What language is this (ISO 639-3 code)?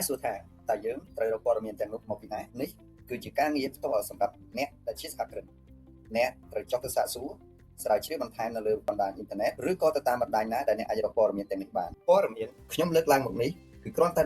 khm